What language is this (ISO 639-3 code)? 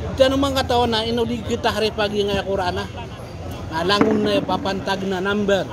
mrw